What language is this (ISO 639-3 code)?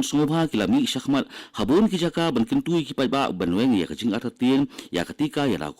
kha